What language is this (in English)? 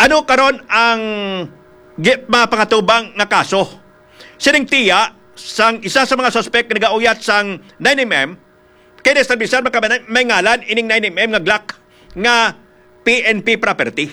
Hiligaynon